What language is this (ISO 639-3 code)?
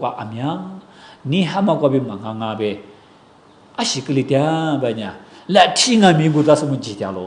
lis